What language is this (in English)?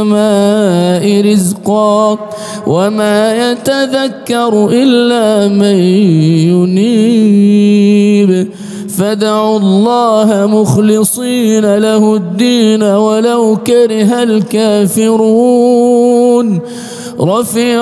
Arabic